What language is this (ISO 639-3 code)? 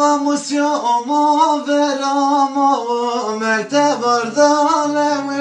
zza